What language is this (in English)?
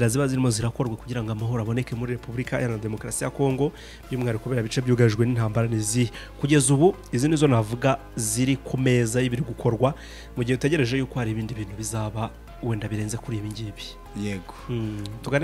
Kinyarwanda